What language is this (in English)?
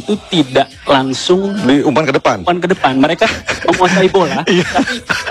Indonesian